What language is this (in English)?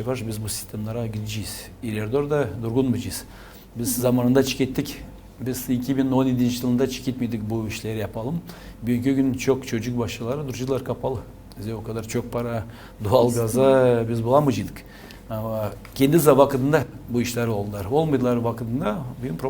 Gagauz